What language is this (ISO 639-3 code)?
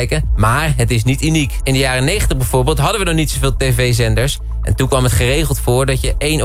nld